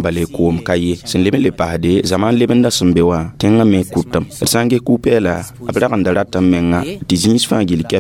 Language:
Mossi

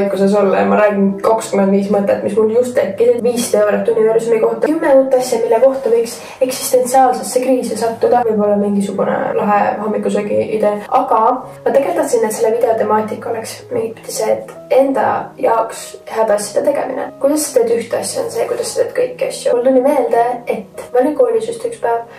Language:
Estonian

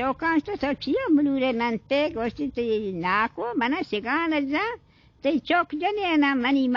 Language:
Baluchi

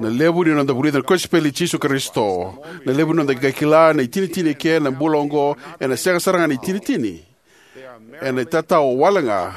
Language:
Fijian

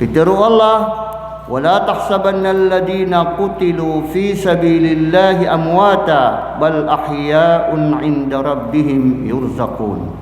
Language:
Maranao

